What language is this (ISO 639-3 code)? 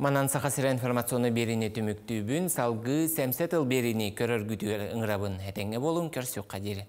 sah